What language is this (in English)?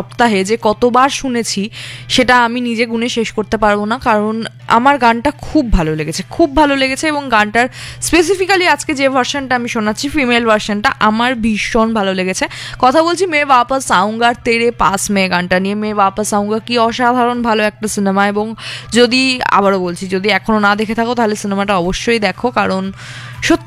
Bangla